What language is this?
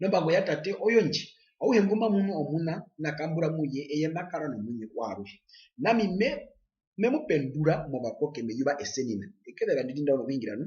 Herero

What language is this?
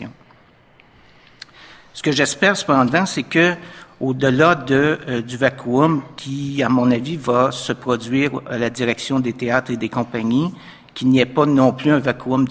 French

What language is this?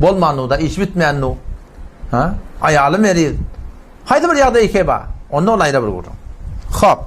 Turkmen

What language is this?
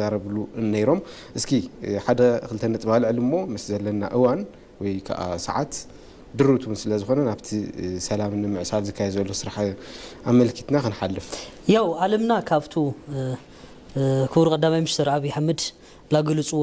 Tigrinya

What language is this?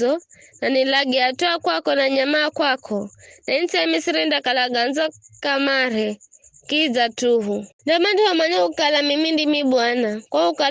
Giryama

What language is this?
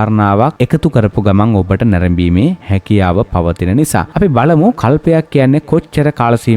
Sinhala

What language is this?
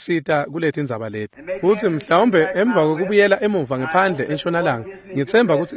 Swati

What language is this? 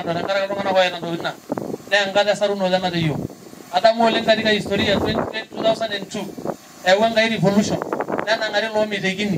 Masai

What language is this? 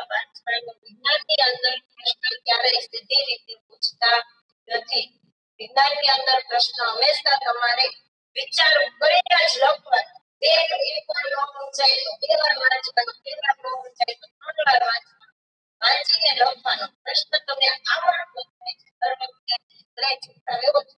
Gujarati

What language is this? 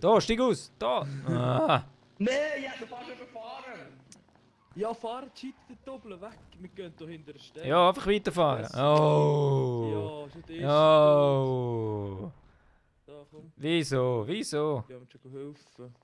Swiss German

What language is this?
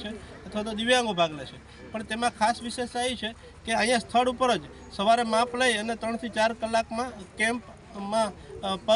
Gujarati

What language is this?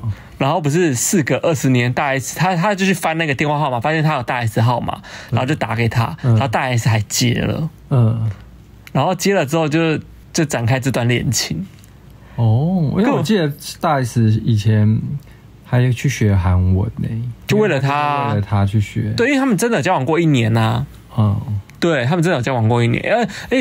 Chinese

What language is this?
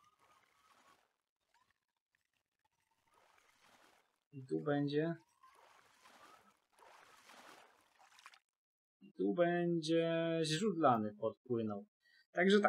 Polish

